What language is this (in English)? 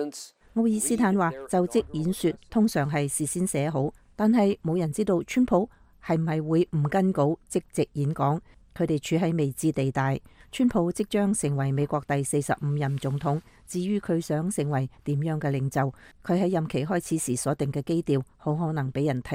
Cantonese